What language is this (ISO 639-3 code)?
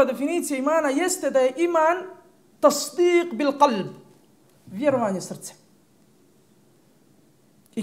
bos